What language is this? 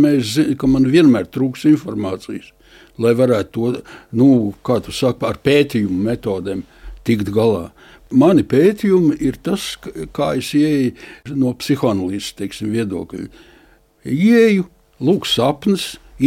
Latvian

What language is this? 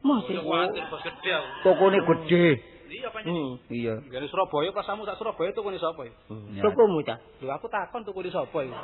Javanese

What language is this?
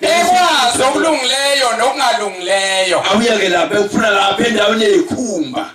Zulu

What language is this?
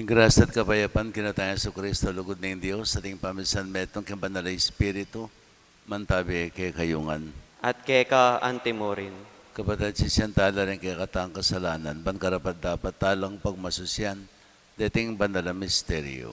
Pampanga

